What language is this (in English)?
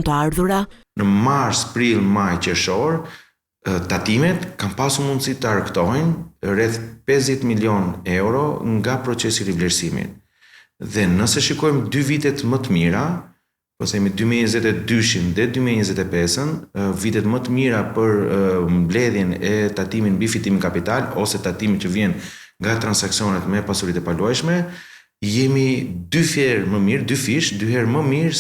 Albanian